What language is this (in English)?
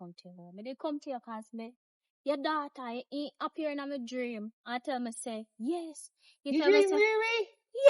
Jamaican Creole English